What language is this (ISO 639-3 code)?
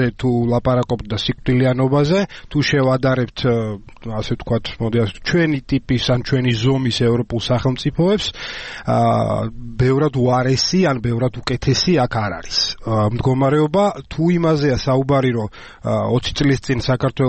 kat